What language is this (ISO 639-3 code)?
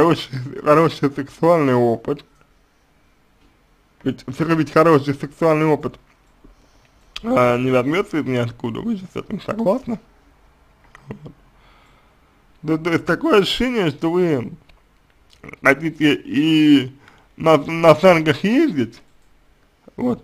rus